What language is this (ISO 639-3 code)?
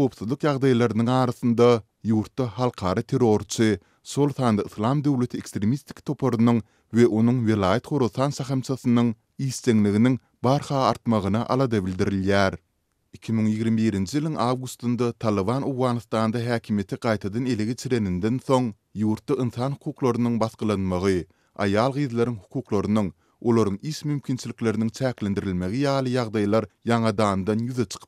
tuk